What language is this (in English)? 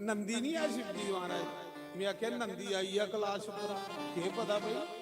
Dogri